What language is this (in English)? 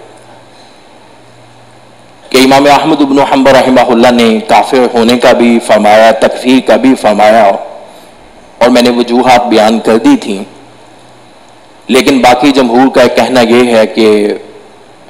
Urdu